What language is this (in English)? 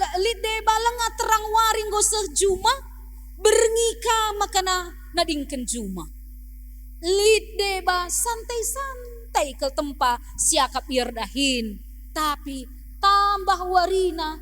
Batak Karo